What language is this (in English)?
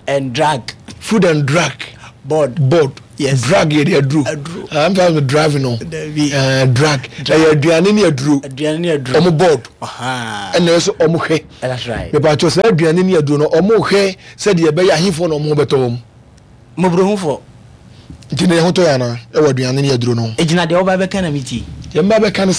Akan